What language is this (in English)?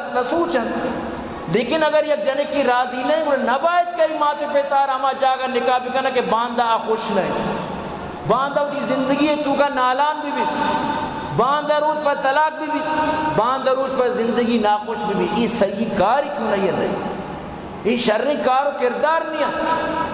Baluchi